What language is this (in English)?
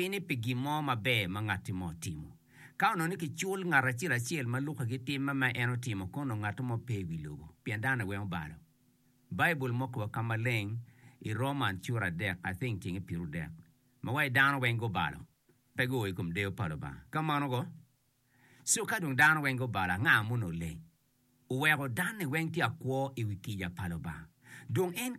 Acoli